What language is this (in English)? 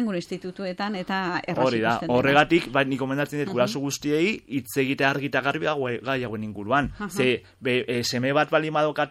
Basque